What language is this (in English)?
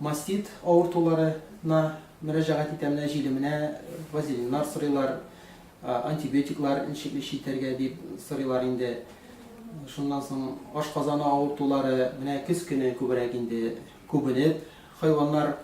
Tatar